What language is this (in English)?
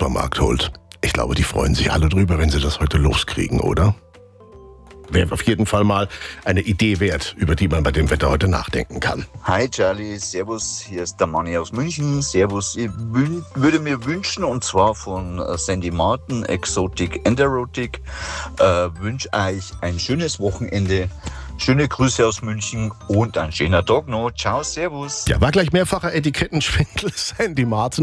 German